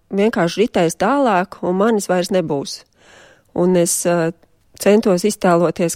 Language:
Latvian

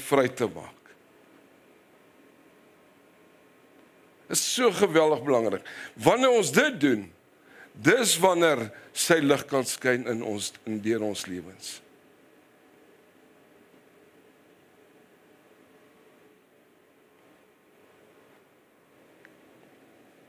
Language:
Afrikaans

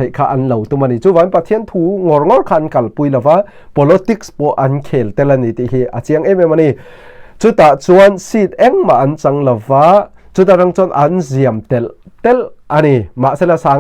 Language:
Mizo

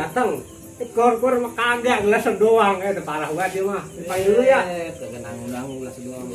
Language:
Betawi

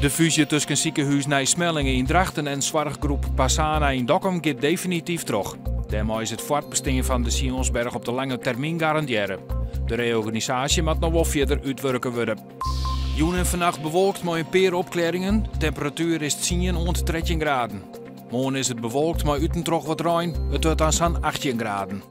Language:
Western Frisian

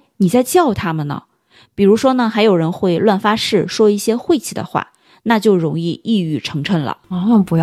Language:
Chinese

